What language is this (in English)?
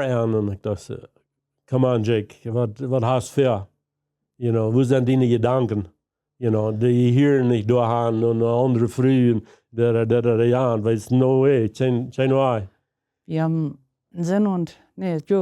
Plautdietsch